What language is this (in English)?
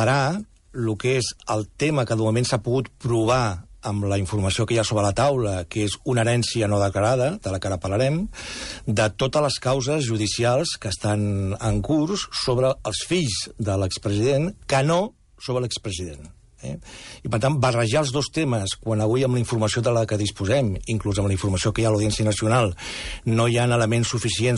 Catalan